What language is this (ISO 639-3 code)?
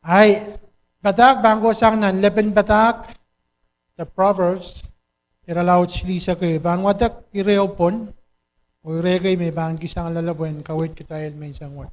pon